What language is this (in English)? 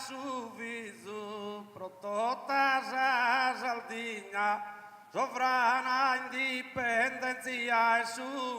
Sardinian